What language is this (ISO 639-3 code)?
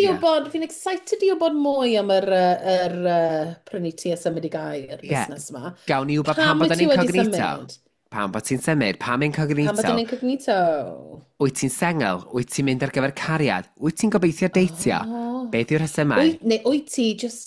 cym